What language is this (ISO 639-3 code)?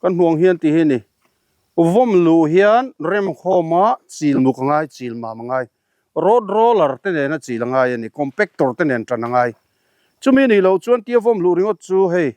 lus